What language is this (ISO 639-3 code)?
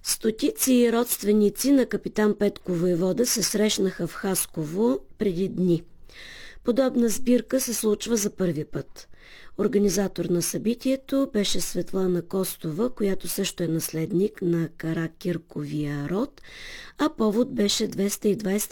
bul